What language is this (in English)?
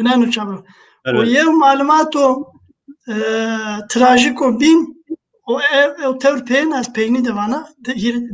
Zaza